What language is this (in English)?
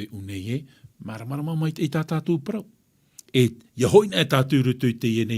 Tahitian